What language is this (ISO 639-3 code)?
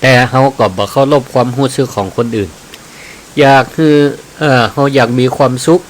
nod